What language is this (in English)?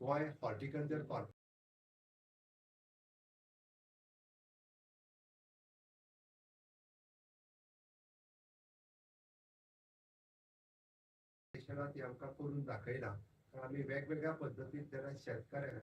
Konkani